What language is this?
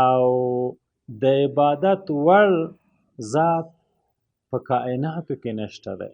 Pashto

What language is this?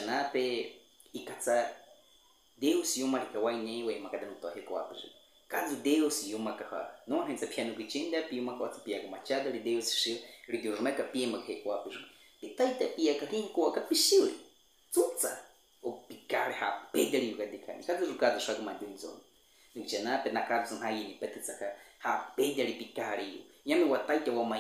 Baniwa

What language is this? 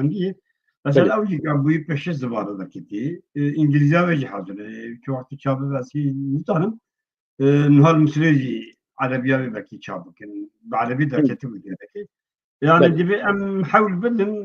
Kurdish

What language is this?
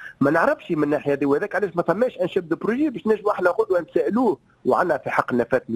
Tunisian Arabic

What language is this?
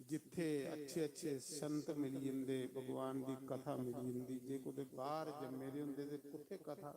Dogri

